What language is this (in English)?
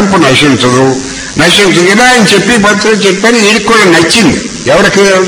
Telugu